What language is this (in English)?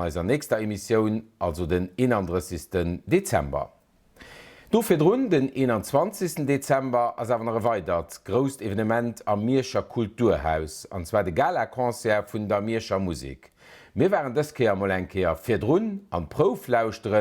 Luxembourgish